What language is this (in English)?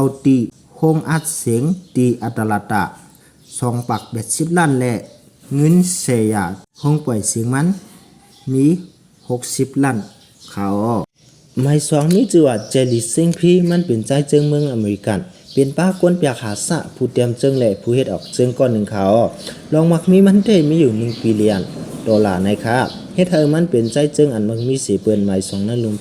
Shan